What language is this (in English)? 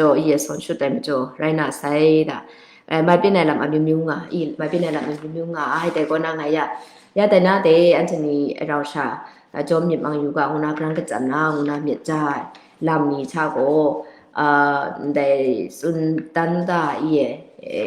Kachin